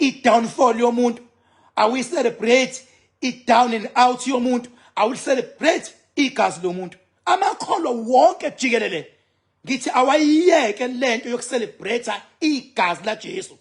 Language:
Zulu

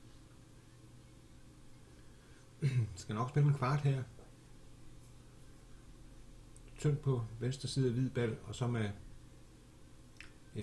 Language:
Danish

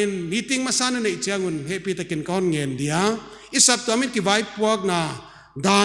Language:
Paite Chin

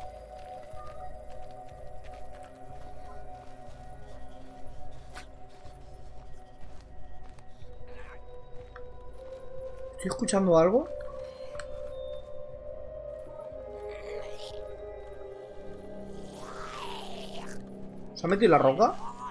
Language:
Spanish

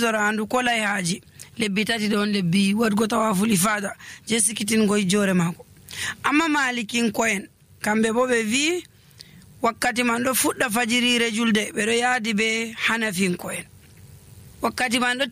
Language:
Nigerian Fulfulde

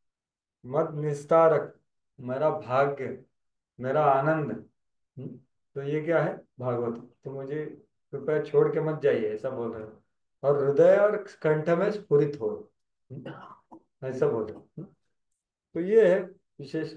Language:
Hindi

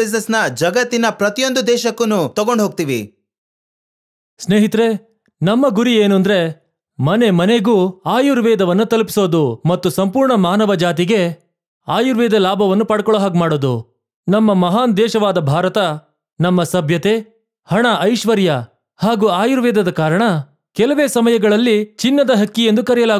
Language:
Kannada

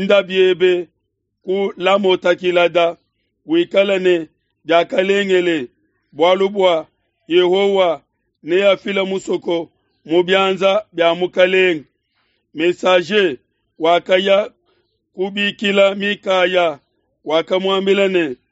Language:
Luba-Lulua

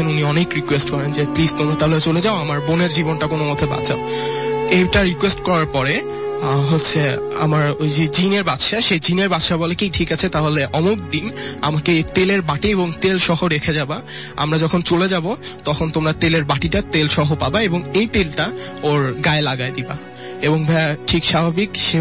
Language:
Bangla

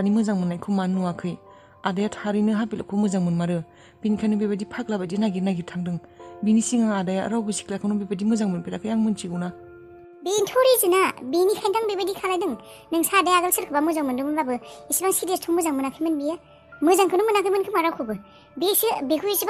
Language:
Bodo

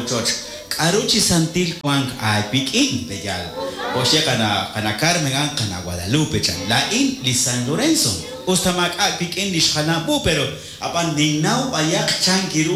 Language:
Kekchí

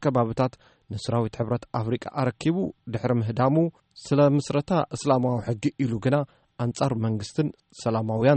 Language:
Tigrinya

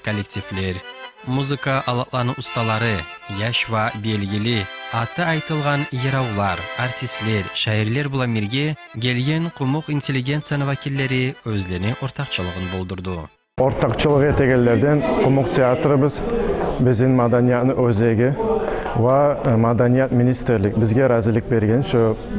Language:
Kumyk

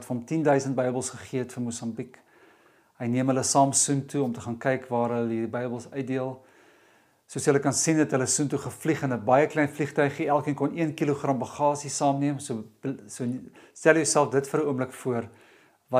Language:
Afrikaans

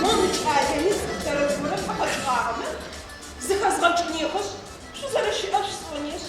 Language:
Adyghe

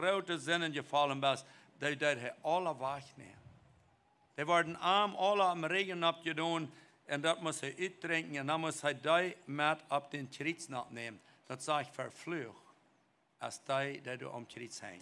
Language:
Plautdietsch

